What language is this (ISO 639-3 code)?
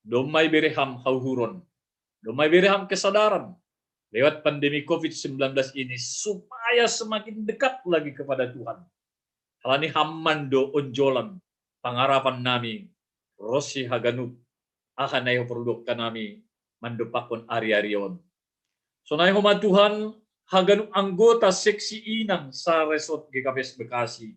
bts